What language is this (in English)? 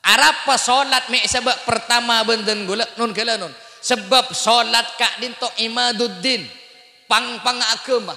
Madurese